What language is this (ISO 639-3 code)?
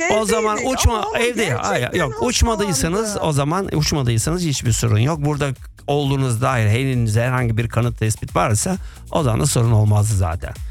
tur